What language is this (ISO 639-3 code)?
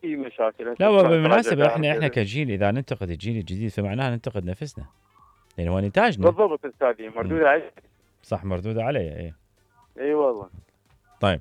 acm